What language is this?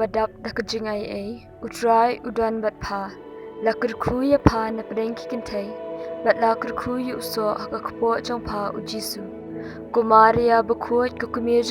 Khasi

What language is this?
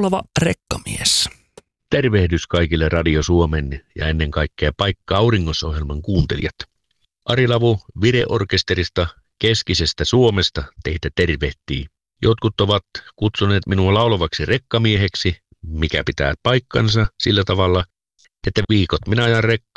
Finnish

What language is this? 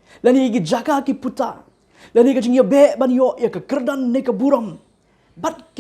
Khasi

